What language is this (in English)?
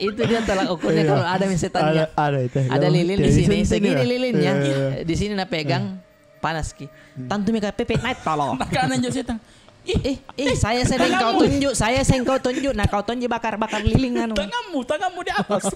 Makassar Malay